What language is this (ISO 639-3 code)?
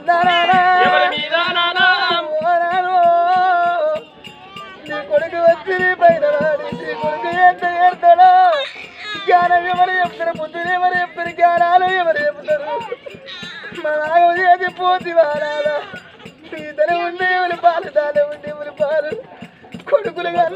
tel